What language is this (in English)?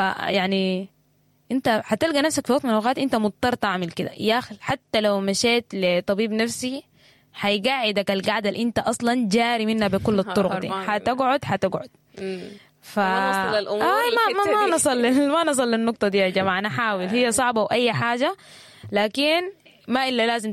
Sudanese Arabic